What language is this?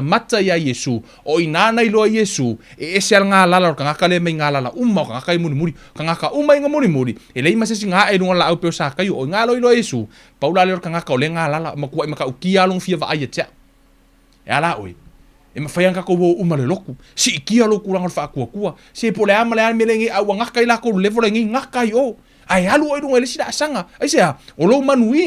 Samoan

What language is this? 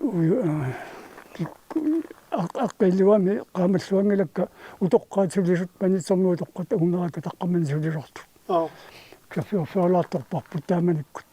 Kalaallisut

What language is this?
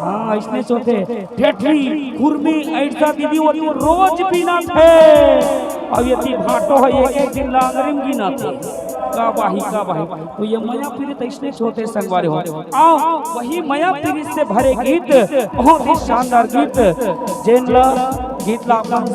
Chhattisgarhi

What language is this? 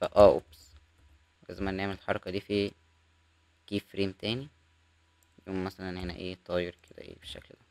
Egyptian Arabic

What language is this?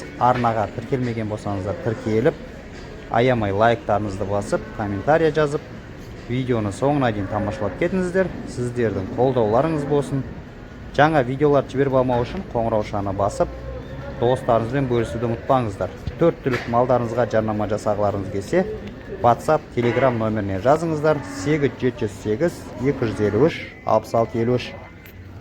Kazakh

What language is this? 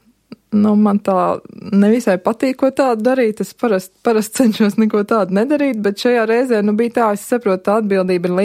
Latvian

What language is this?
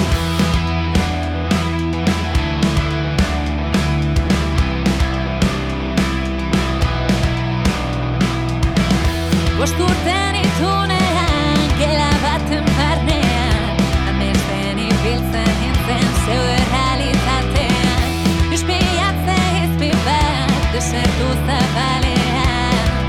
Basque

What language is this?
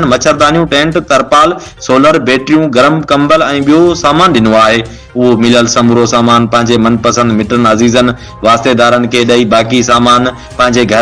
Sindhi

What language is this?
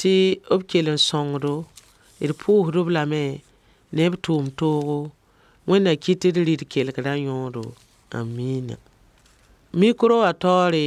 Mossi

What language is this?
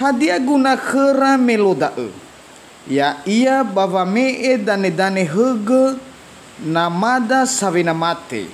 Nias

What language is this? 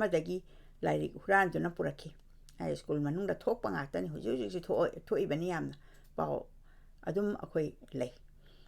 Manipuri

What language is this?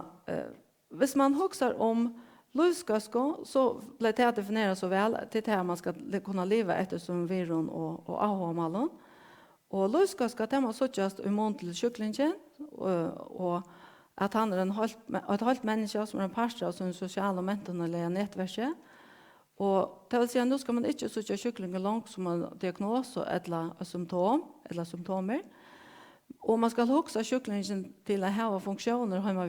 Faroese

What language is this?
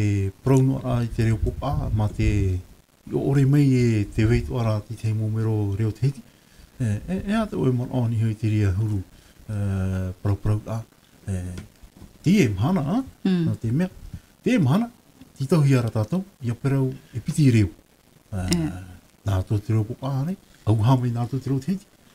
Tahitian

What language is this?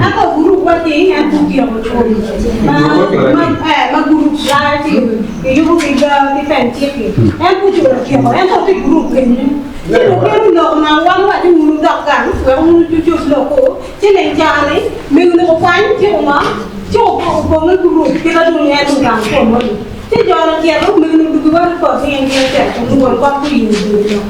Acoli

